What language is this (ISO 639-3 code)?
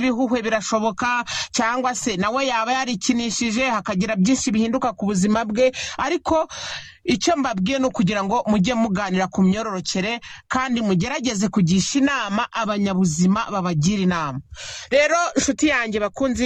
kin